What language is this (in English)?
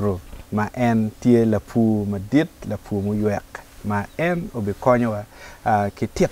Acoli